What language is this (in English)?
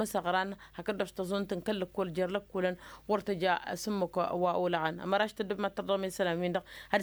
Tamasheq